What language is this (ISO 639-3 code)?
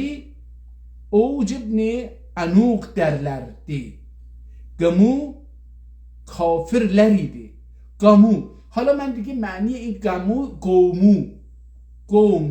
azb